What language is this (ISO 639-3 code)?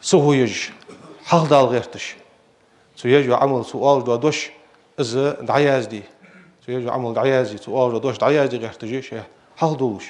inh